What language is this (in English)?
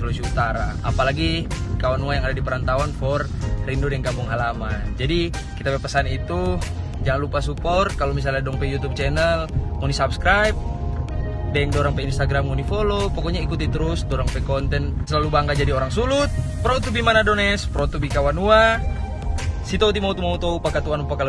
Manado Malay